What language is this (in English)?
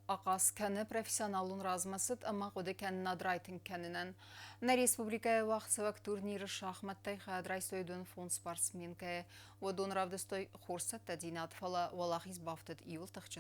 Ossetic